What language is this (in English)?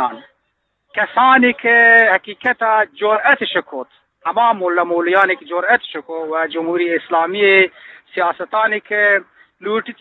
Eastern Balochi